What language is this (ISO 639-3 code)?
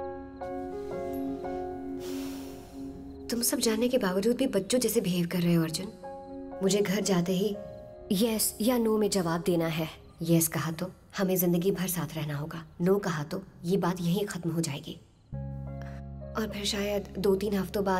hin